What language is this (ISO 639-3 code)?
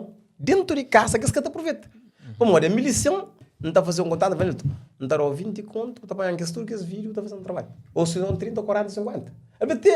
kea